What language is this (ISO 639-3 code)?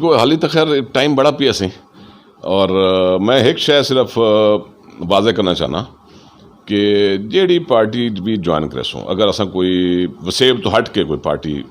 skr